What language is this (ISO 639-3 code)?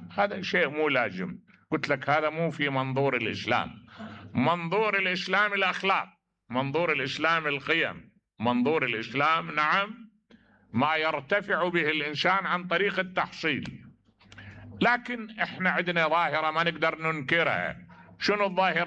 acm